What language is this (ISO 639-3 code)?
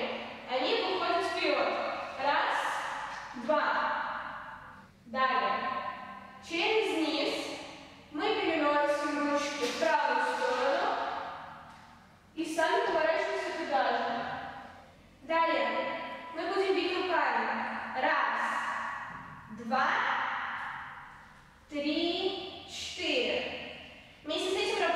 rus